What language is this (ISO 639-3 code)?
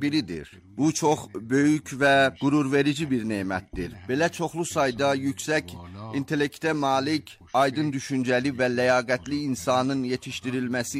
aze